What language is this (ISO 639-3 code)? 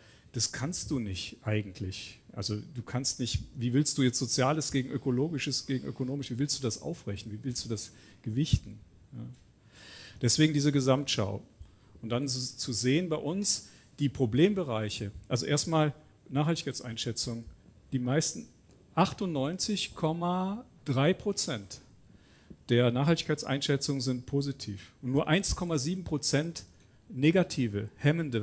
deu